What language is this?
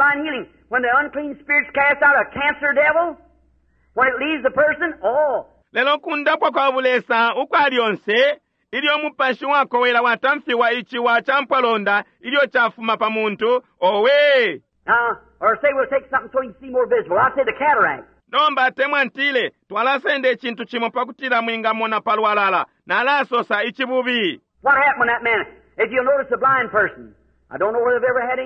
Bemba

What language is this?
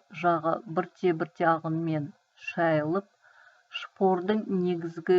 Kazakh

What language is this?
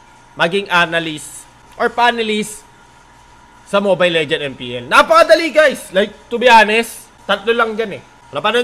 Filipino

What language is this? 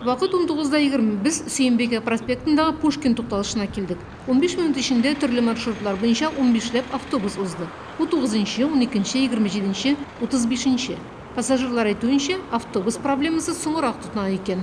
Tatar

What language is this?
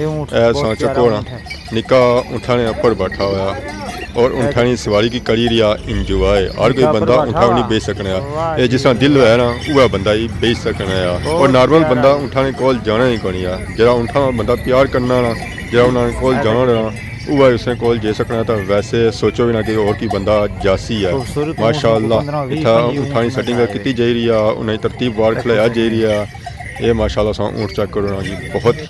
Pahari-Potwari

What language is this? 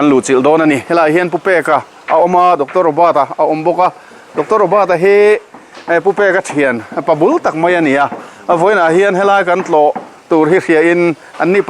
Mizo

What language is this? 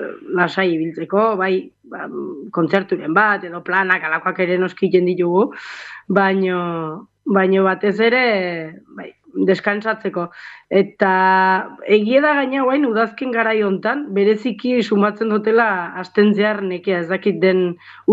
Basque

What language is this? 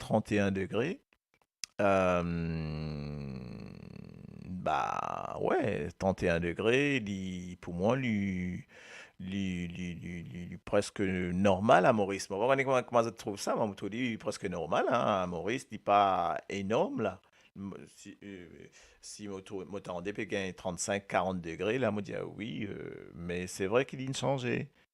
Morisyen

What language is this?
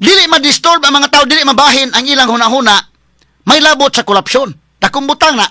Cebuano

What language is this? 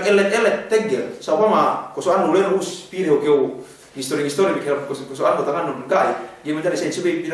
Yakan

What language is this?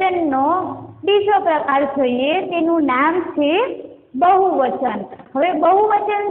Gujarati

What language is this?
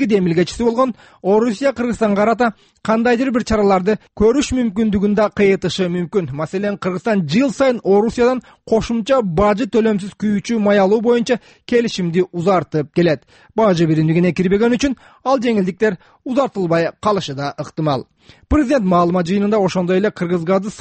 Kyrgyz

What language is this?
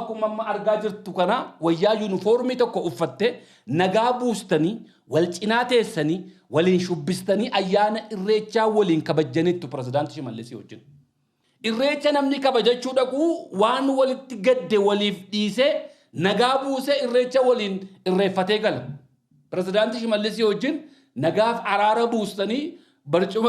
Oromo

